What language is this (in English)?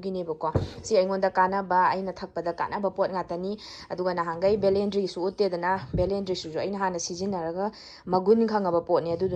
Manipuri